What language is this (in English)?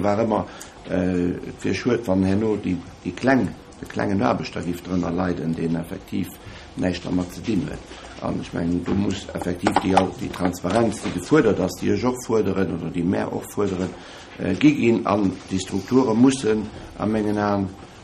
Luxembourgish